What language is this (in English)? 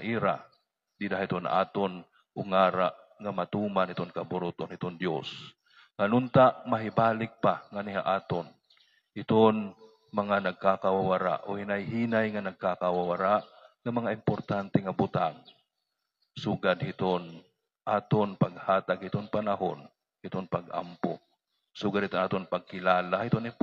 Waray